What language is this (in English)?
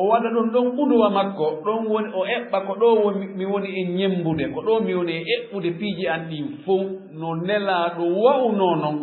Fula